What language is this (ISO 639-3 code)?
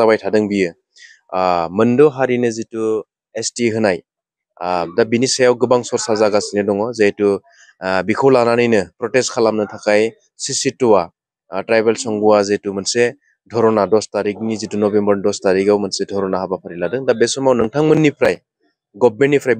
brx